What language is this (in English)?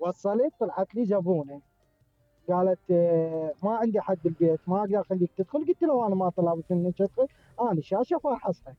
Mesopotamian Arabic